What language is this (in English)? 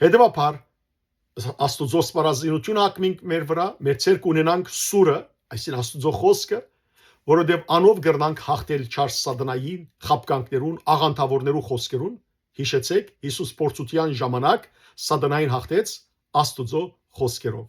Western Armenian